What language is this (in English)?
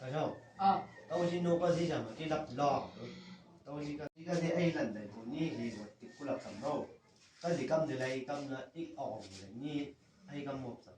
Chang Naga